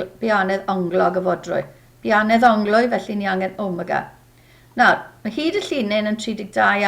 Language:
Welsh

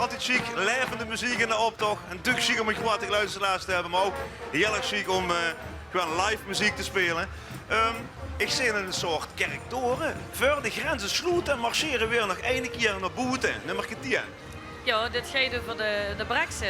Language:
Limburgish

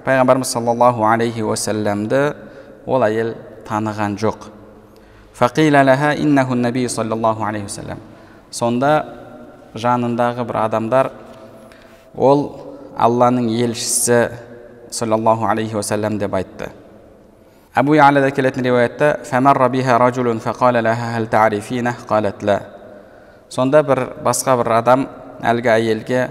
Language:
Kazakh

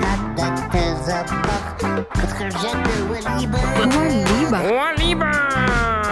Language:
Ossetic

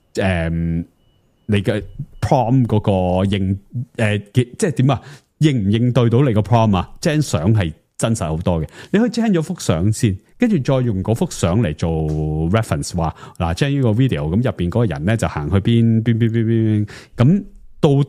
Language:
Cantonese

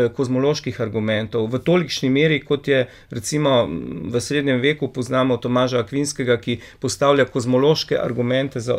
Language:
Slovenian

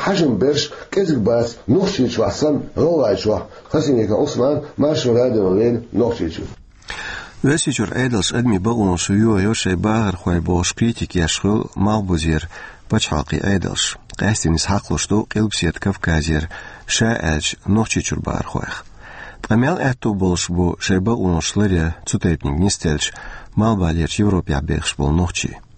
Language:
Chechen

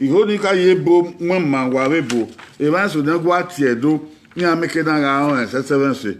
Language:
Bini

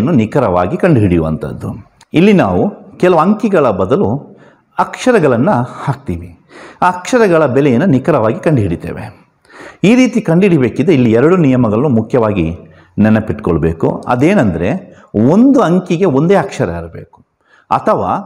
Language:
Kannada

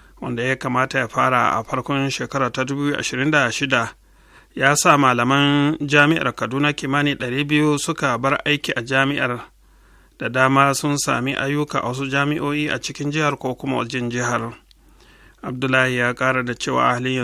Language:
Hausa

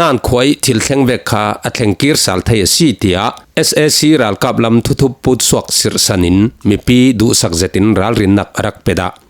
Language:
Falam Chin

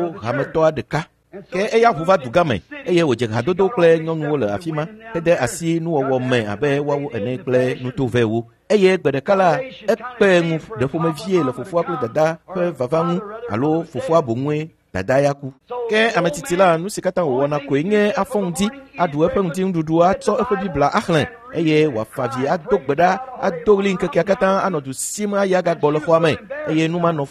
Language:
Ewe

